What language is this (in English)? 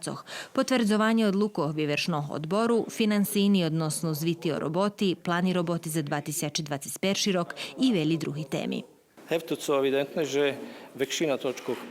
Rusyn